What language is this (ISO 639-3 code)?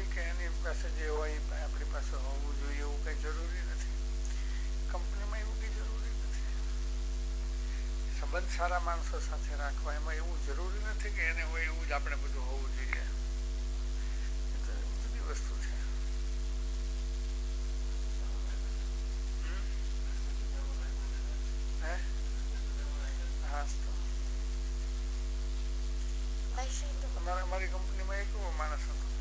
guj